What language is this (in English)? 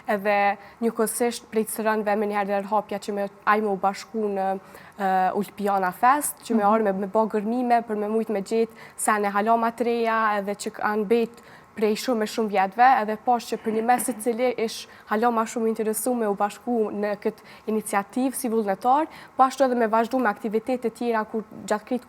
Albanian